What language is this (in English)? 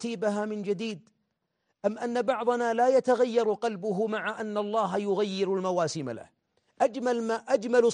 Arabic